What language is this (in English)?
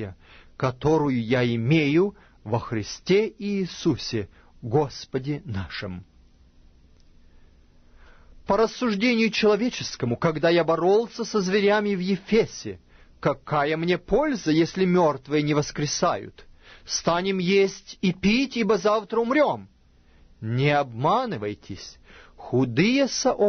Russian